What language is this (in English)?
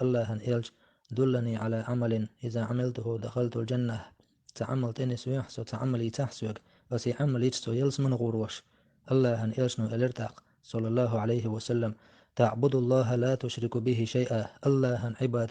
Chechen